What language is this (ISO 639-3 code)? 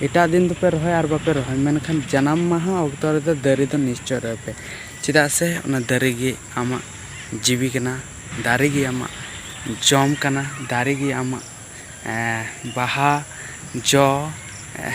sat